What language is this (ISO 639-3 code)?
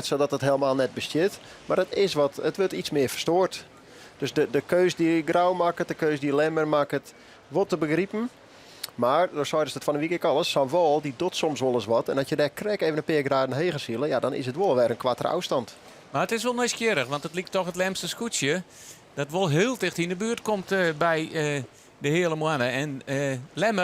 fry